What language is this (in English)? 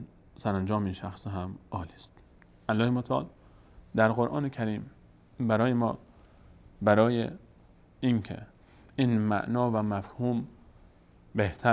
Persian